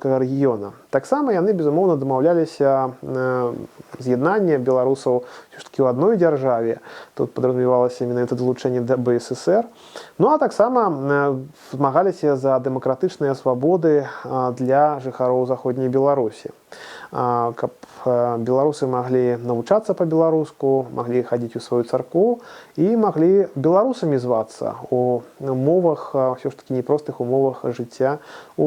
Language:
Belarusian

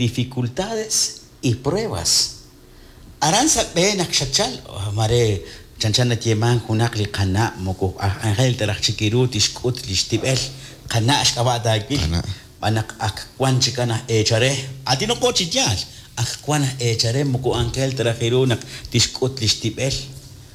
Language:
Kekchí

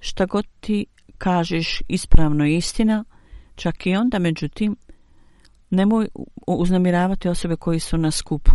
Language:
Bosnian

